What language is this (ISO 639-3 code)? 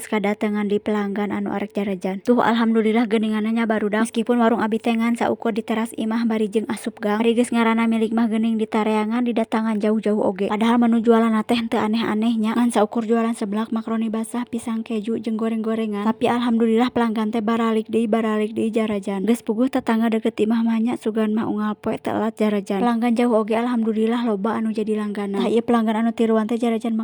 sun